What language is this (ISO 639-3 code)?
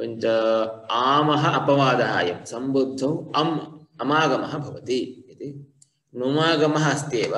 san